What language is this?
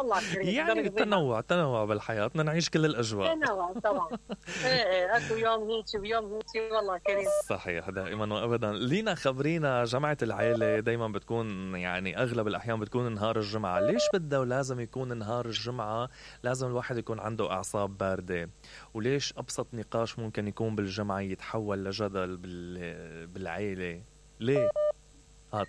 Mesopotamian Arabic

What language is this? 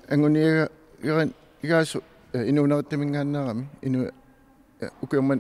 Kalaallisut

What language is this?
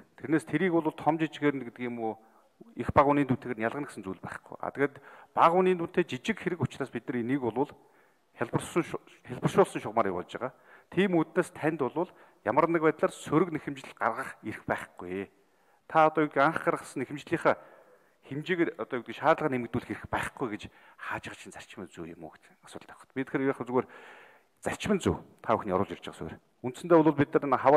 Mongolian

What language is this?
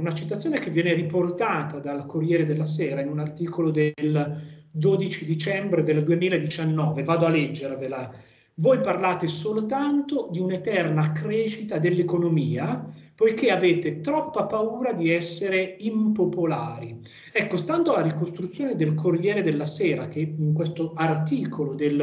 Italian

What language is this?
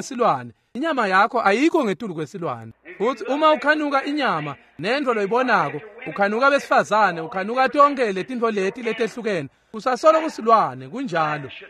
Swati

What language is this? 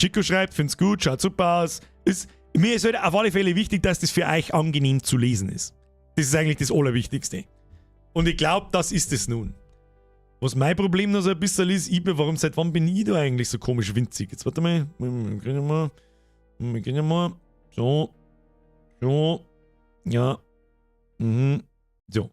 Bavarian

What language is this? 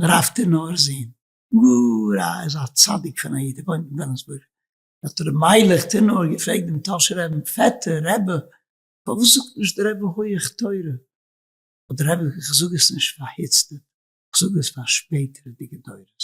Yiddish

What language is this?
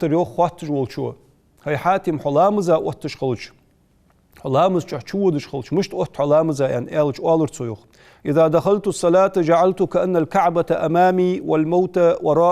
Ingush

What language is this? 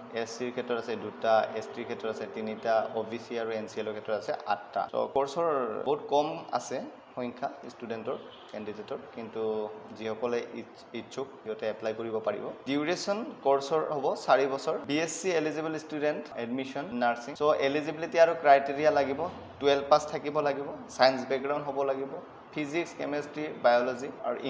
Assamese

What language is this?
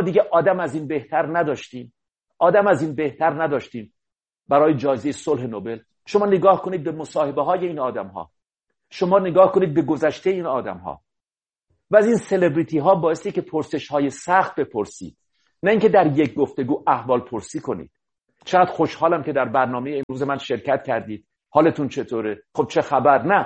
Persian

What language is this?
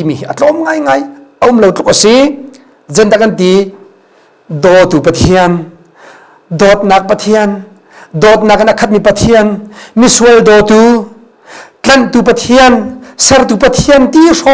Hakha Chin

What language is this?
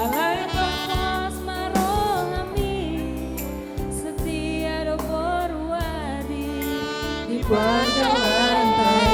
Batak Toba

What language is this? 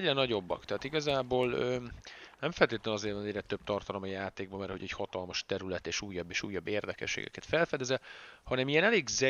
Hungarian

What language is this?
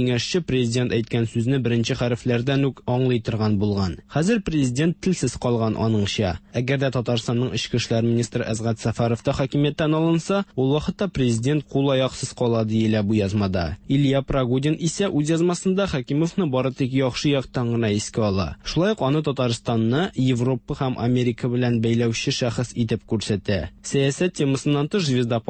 Tatar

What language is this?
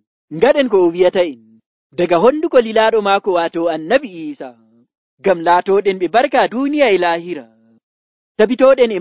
Nigerian Fulfulde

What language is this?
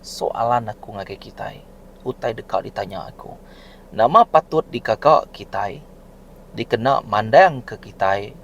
Iban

